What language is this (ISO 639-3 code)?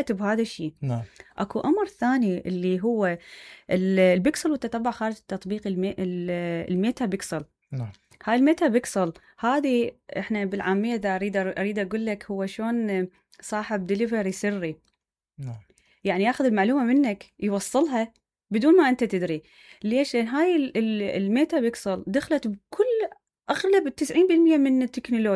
acm